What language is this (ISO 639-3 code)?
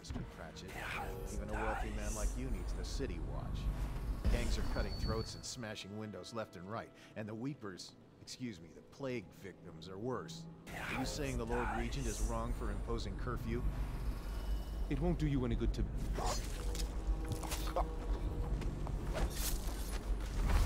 eng